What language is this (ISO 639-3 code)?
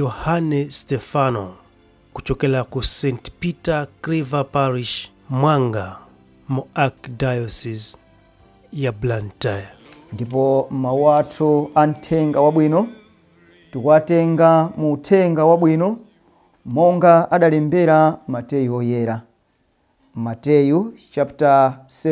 nya